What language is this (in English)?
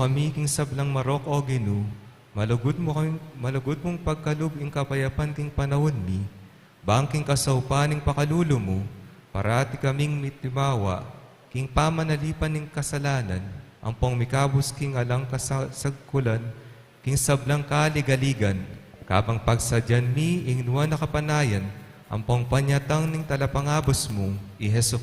Pampanga